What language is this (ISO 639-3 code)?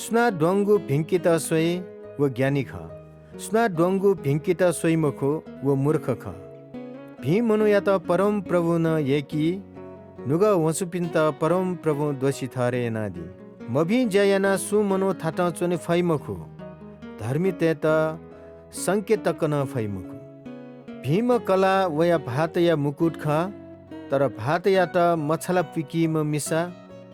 new